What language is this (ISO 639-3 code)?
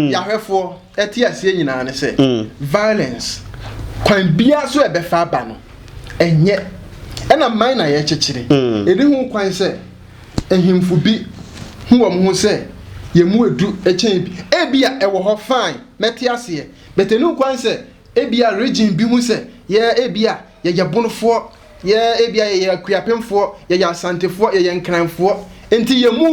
aka